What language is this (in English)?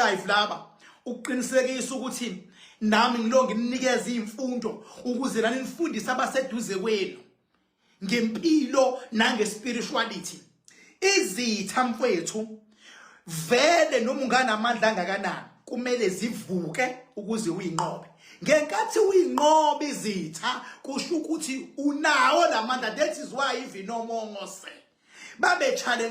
Zulu